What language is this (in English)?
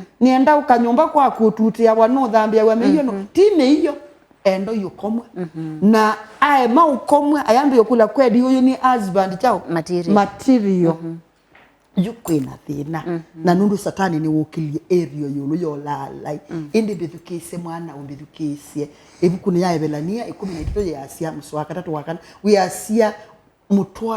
Kamba